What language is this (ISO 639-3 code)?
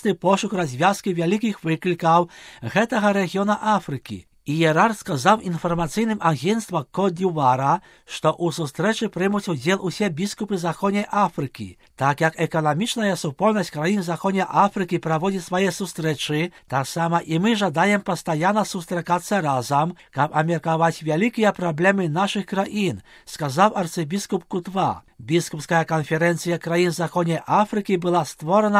bel